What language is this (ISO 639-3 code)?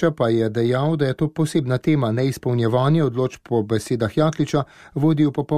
slv